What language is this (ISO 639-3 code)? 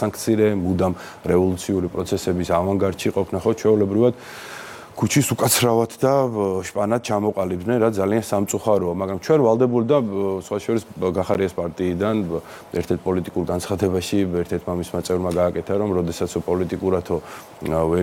kat